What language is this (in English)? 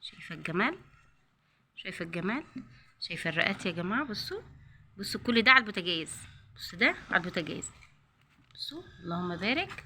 Egyptian Arabic